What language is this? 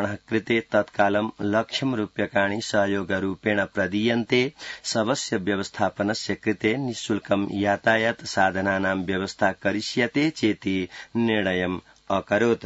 Sanskrit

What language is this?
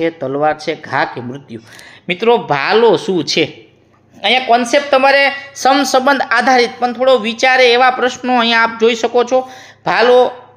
Gujarati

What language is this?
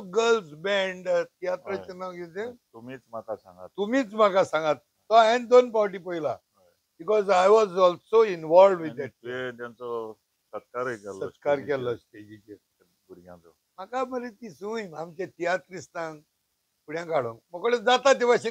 Konkani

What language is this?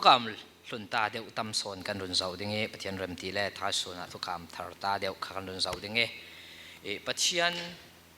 Falam Chin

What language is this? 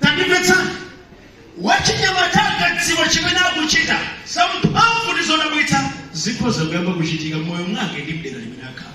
Nyanja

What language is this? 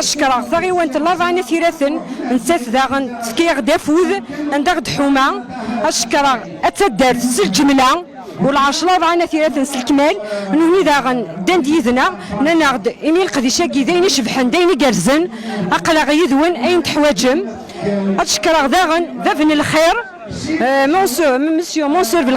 Kabyle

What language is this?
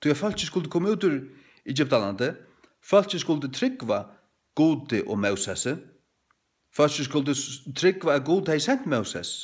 Faroese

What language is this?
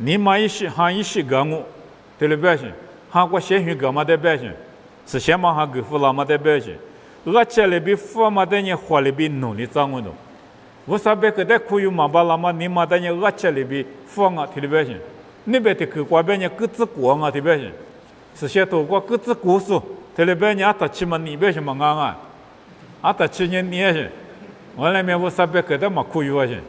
Lisu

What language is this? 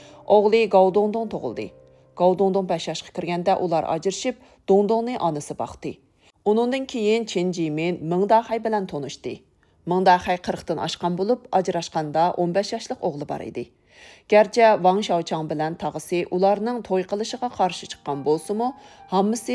Uyghur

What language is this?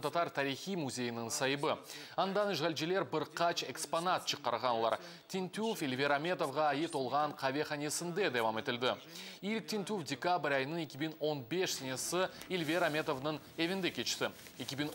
Crimean Tatar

